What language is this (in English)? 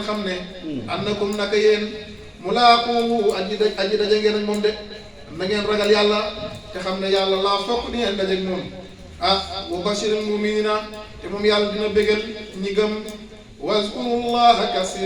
Wolof